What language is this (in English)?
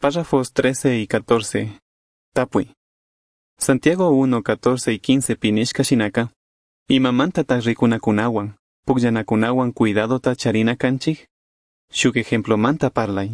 Chimborazo Highland Quichua